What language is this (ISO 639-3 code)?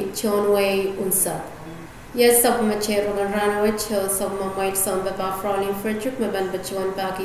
pon